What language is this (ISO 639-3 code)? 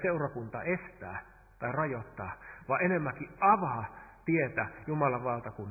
fin